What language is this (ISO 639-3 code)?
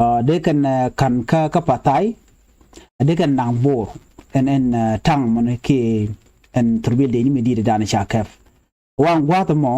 nus